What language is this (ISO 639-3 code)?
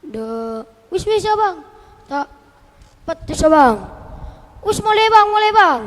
mad